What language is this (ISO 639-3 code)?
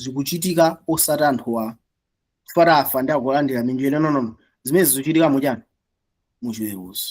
nya